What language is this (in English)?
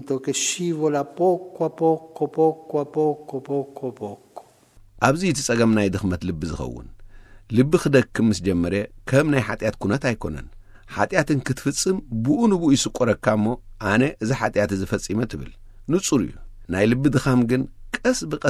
Tigrinya